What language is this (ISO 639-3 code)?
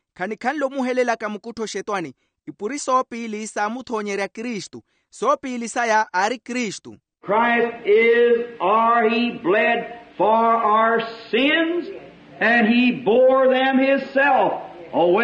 vmw